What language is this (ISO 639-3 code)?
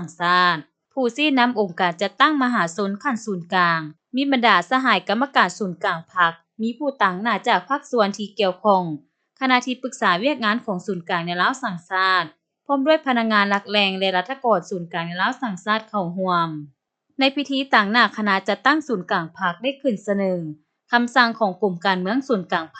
lao